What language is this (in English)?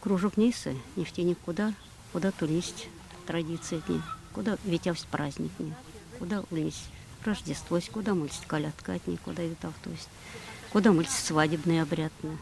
Erzya